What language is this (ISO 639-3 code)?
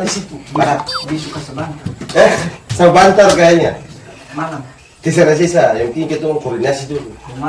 abs